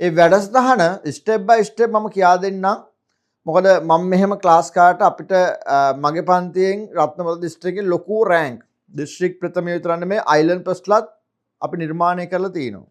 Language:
Sinhala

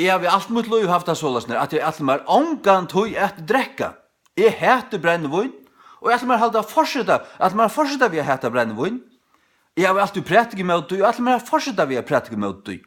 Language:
Faroese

